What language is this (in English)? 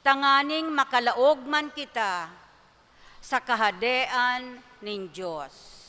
Bikol